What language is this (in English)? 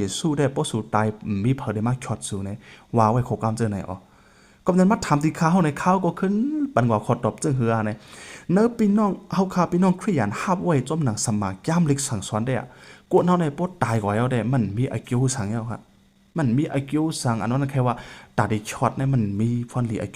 Shan